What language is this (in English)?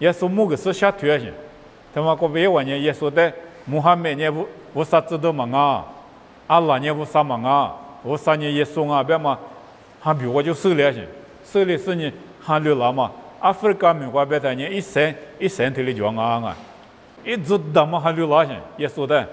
Lisu